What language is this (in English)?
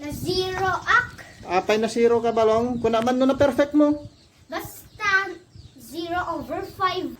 Iloko